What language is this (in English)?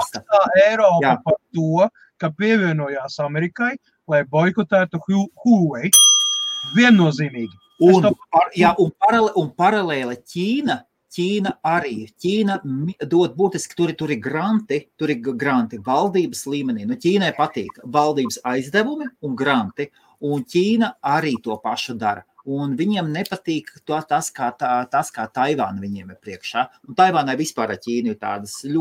Latvian